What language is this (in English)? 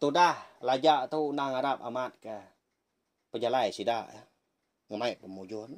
Iban